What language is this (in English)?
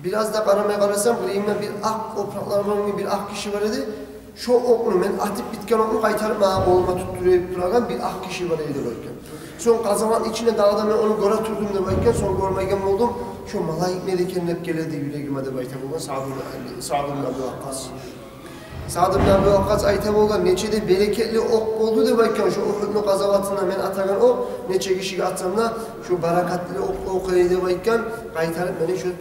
Kumyk